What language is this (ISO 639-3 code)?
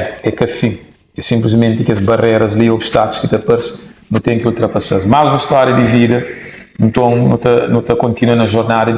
kea